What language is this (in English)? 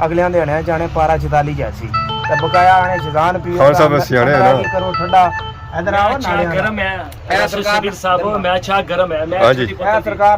Pahari-Potwari